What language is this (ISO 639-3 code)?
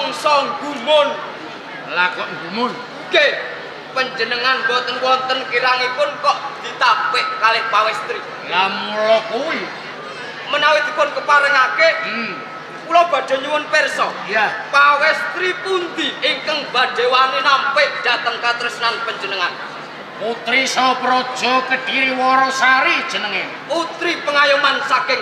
jav